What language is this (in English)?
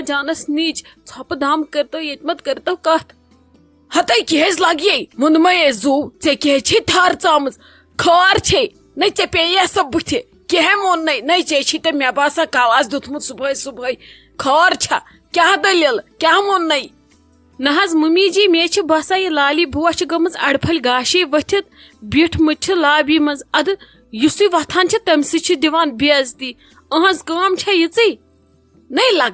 Kashmiri